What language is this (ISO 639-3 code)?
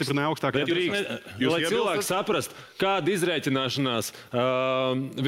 lav